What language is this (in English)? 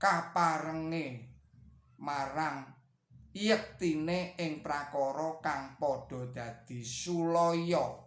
Javanese